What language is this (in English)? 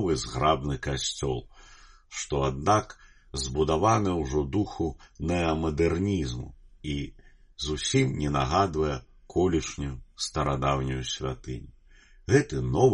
Belarusian